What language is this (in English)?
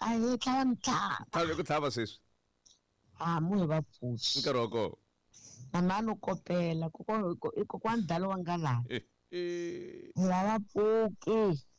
Tsonga